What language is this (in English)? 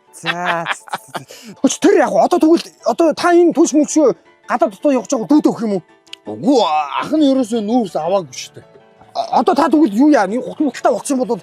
Mongolian